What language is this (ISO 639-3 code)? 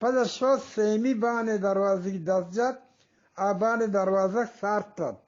bgp